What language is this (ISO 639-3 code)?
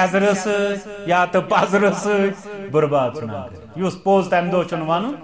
kas